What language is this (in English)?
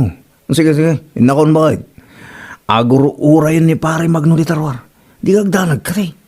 Iloko